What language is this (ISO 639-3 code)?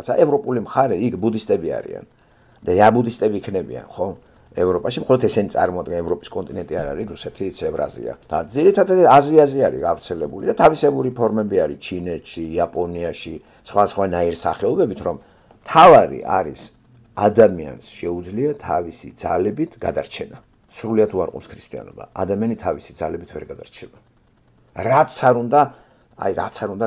kat